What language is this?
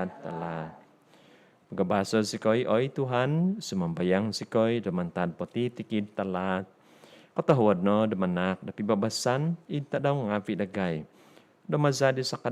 Central Dusun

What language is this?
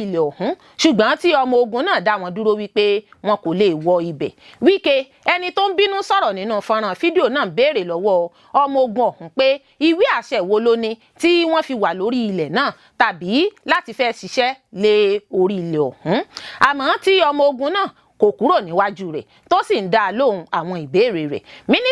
Yoruba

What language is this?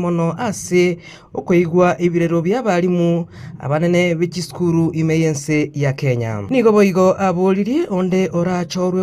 Gusii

